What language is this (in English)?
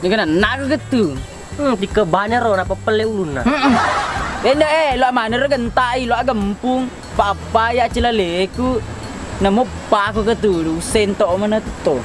Buginese